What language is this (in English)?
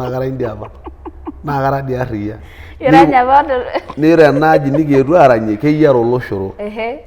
Masai